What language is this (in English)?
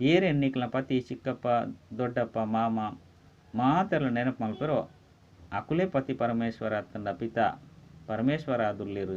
Tulu